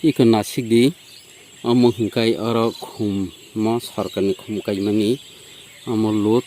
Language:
Kok Borok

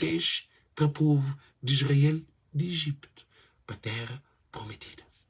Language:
Kabuverdianu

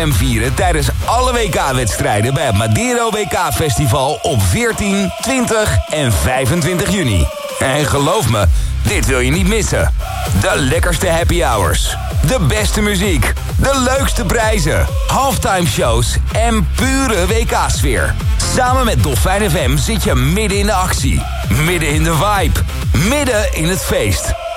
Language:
Dutch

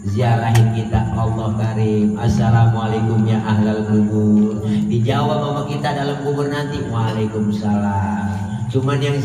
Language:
Betawi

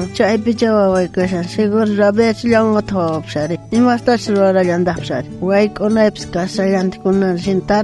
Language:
South Bolivian Quechua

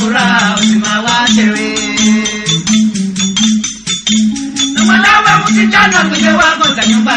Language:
Swahili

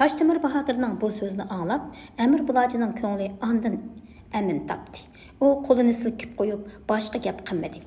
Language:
Uyghur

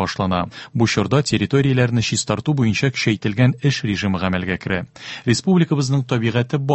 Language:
Tatar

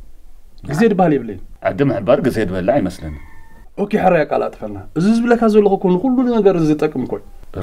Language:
Tigrinya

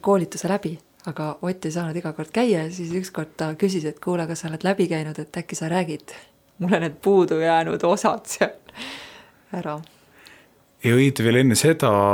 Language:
Estonian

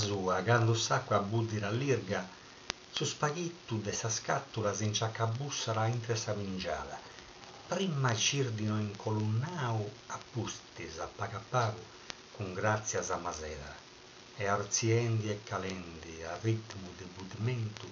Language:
Sardinian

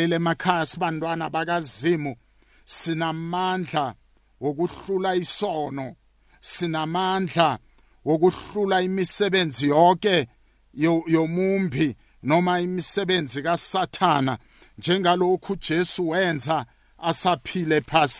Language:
South Ndebele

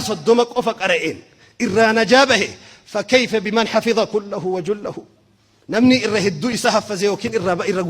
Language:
Oromo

